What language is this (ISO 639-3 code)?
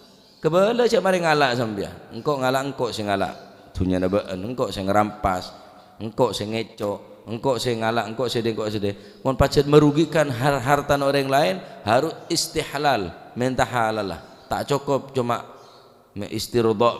mad